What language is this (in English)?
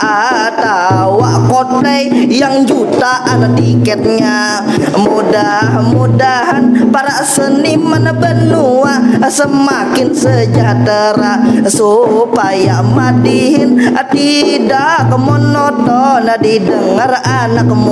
Banjar